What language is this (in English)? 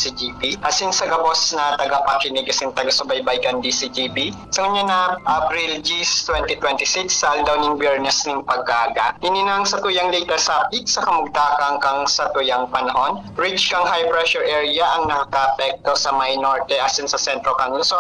Bikol